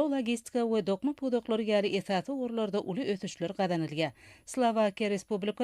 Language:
Turkmen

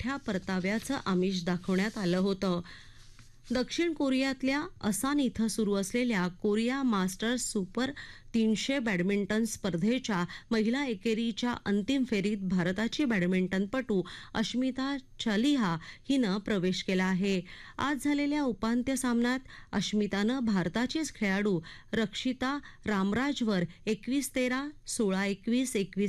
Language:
Marathi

